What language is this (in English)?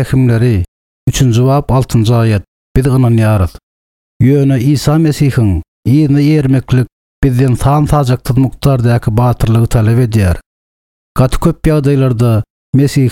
Turkmen